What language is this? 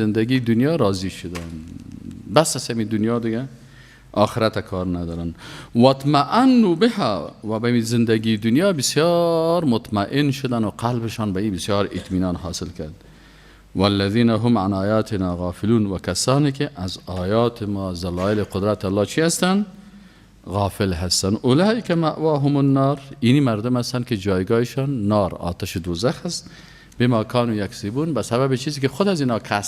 Persian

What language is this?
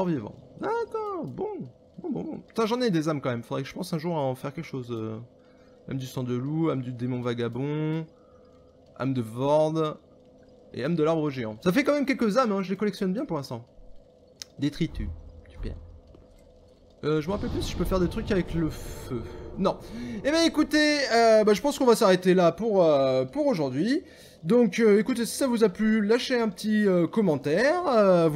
French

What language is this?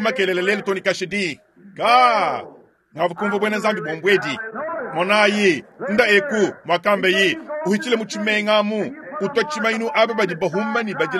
Luba-Lulua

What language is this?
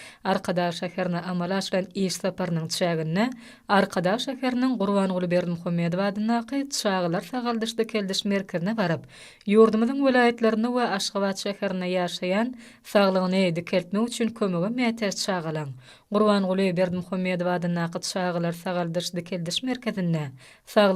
Turkmen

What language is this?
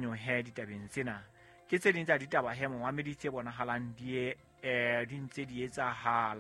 Southern Sotho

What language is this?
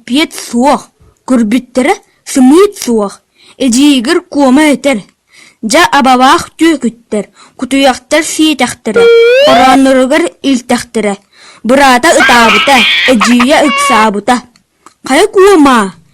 Yakut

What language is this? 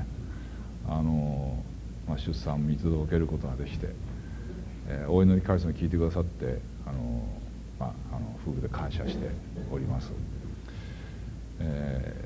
Japanese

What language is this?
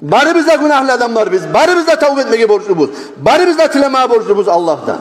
Kumyk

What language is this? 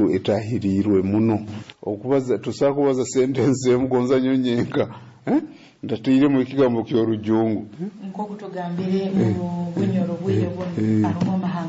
Nyoro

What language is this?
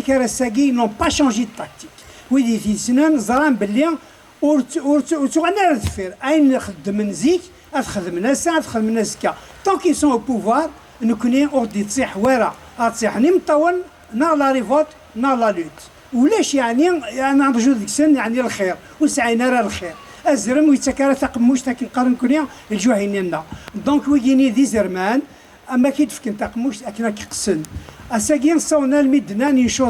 Kabyle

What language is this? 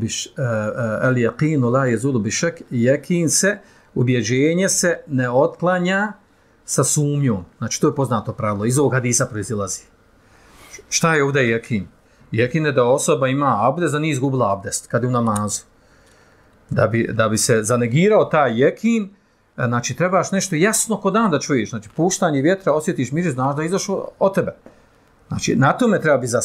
Bosnian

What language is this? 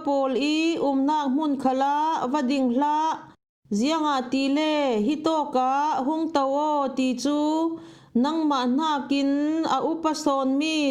Falam Chin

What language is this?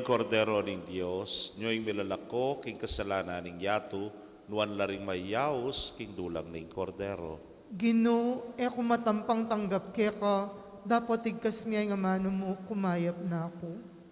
Pampanga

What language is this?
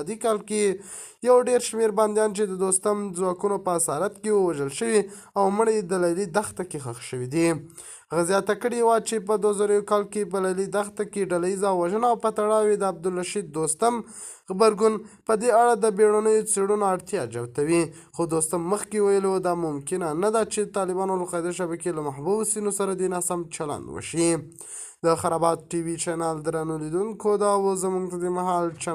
Pashto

